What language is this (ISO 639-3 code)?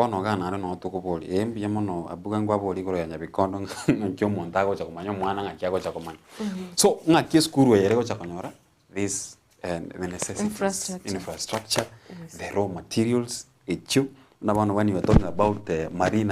guz